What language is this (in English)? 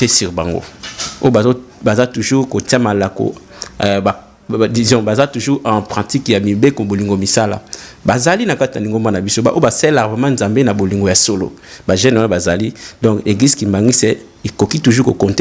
Lingala